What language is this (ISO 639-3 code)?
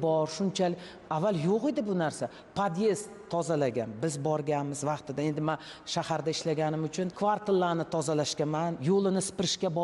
uzb